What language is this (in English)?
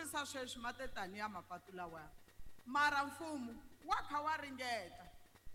Tsonga